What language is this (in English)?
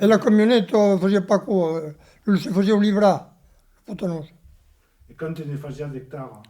Occitan